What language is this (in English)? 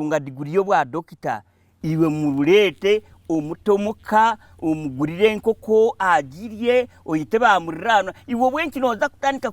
Nyankole